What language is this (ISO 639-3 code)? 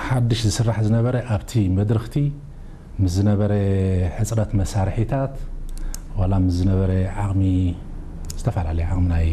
tir